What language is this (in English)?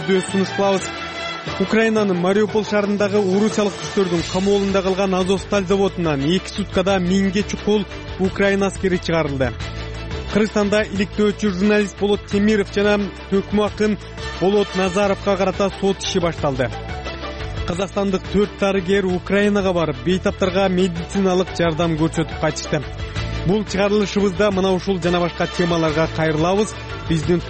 Kyrgyz